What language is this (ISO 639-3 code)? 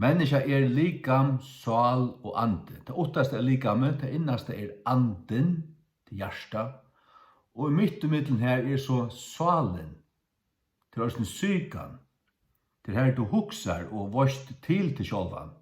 fao